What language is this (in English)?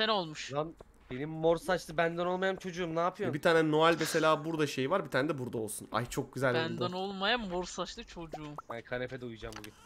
Turkish